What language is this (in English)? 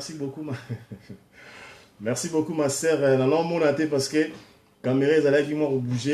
Lingala